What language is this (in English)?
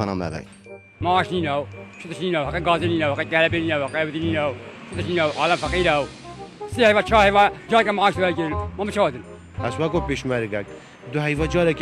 Kurdish